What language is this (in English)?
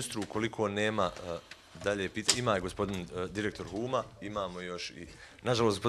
Bosnian